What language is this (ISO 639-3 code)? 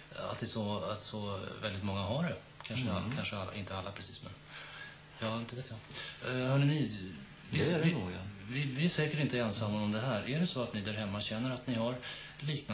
swe